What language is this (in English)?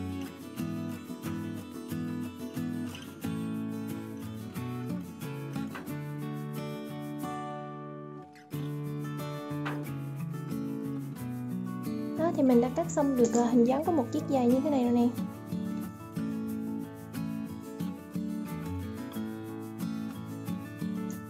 Vietnamese